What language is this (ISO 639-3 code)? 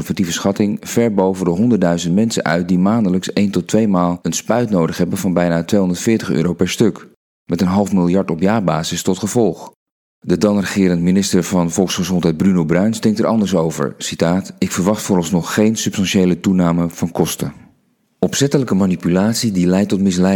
nld